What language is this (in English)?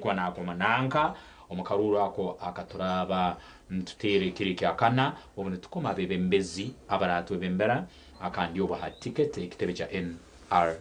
Nyankole